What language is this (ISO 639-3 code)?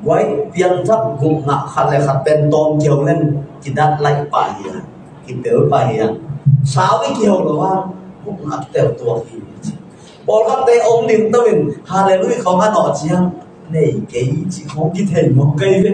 ctd